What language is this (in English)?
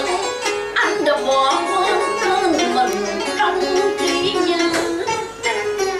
Vietnamese